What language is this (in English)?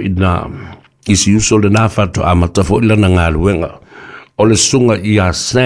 Samoan